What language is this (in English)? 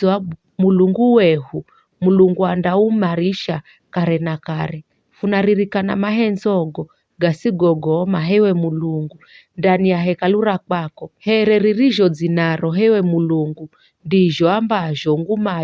Giryama